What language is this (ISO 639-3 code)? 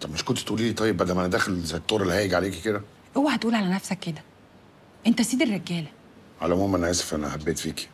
arz